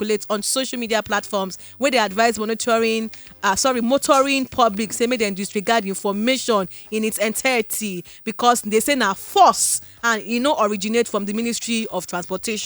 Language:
Nigerian Pidgin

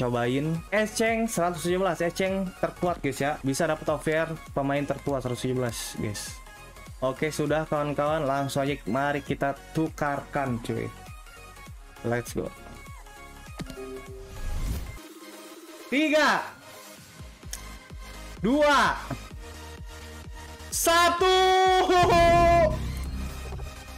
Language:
Indonesian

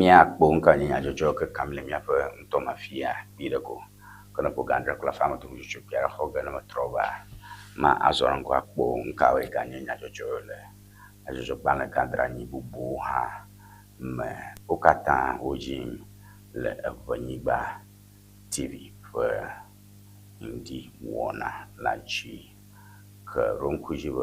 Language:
Ewe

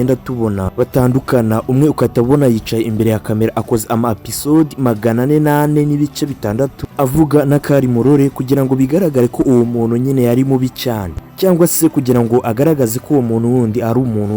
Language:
Kinyarwanda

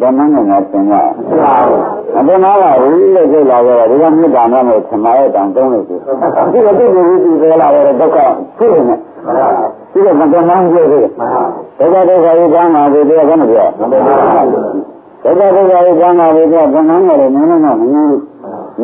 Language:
Burmese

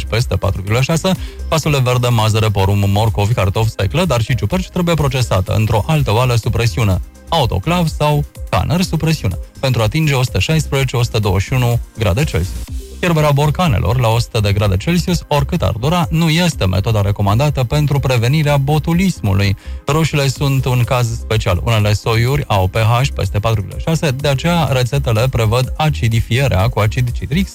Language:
Romanian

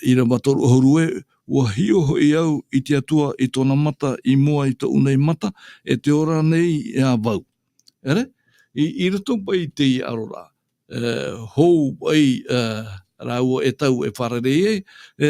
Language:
Tahitian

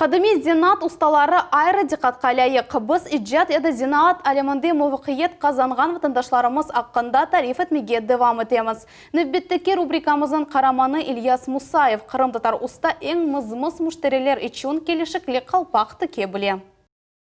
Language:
Crimean Tatar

